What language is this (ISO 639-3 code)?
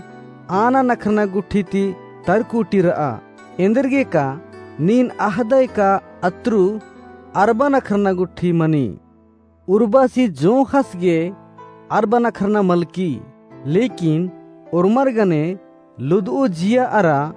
kru